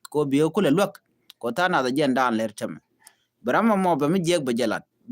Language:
Nuer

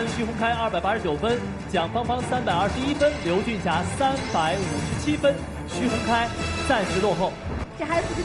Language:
Chinese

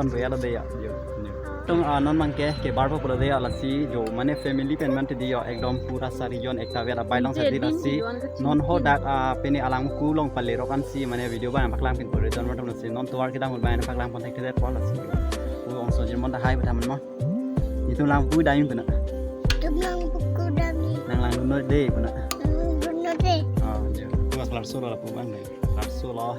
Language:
Karbi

